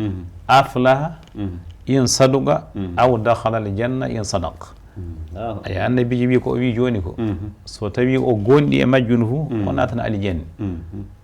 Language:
Fula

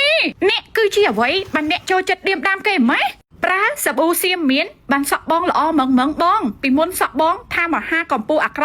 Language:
Khmer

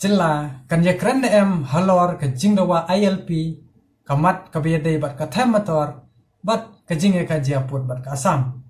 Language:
Khasi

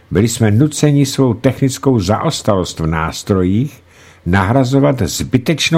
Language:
Czech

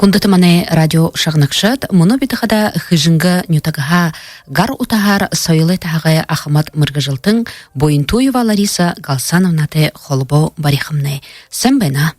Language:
Buriat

